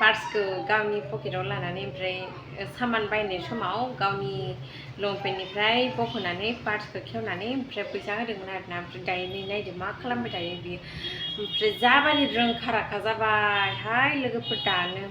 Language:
Bodo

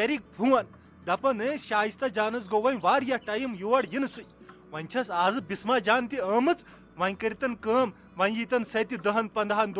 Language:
Kashmiri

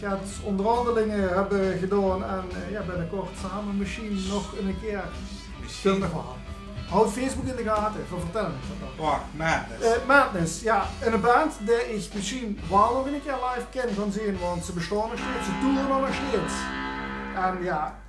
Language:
Limburgish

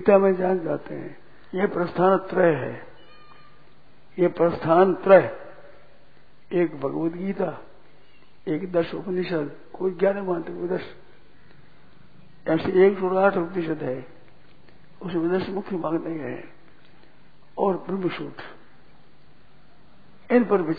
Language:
Hindi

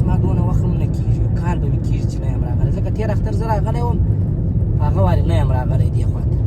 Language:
Pashto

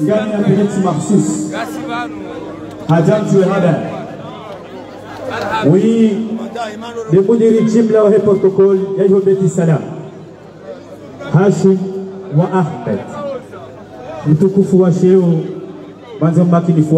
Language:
Swahili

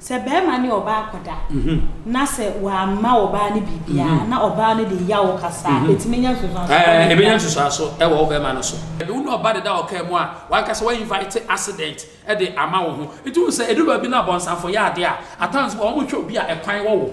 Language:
Akan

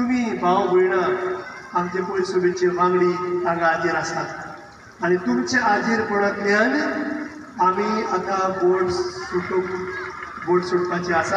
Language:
Konkani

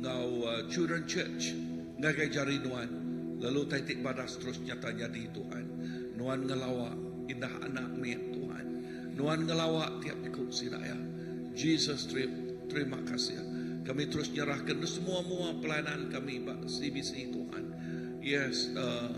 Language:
Iban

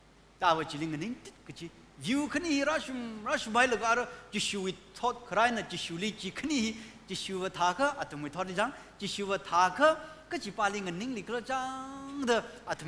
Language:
Tangkhul Naga (India)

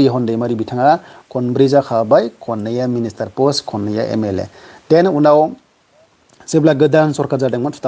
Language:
Bodo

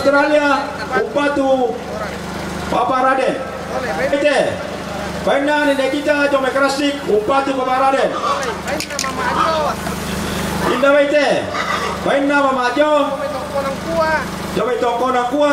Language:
Toraja-Sa'dan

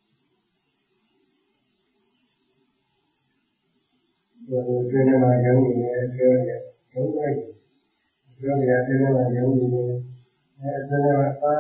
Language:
Burmese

